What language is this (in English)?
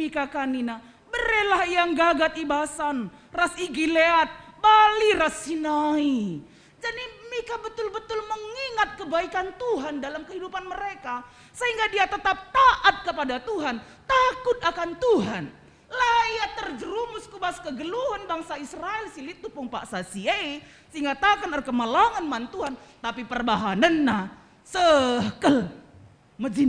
Batak Karo